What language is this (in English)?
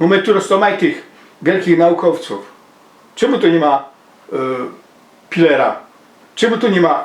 Silesian